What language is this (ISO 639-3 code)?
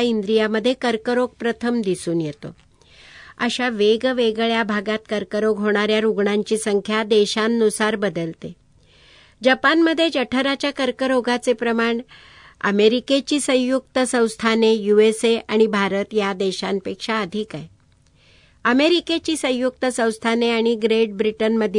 mar